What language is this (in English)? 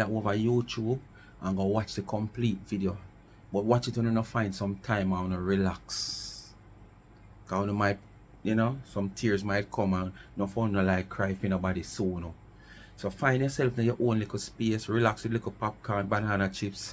Jamaican Creole English